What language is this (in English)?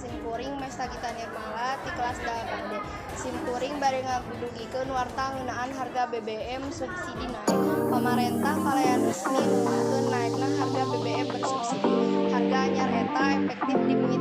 Sundanese